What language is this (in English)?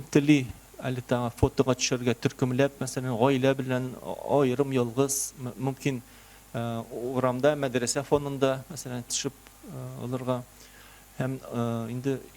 Tatar